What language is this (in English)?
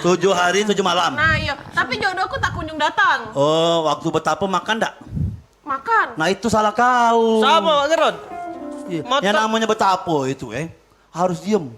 Musi